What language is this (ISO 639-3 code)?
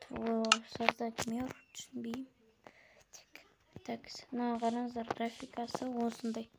kaz